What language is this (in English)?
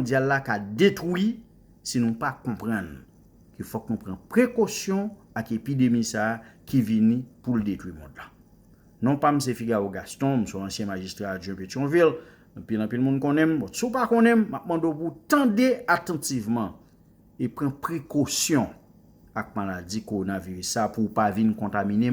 Haitian Creole